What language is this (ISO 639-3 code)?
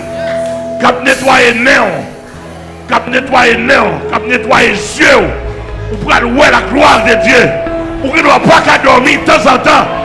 hat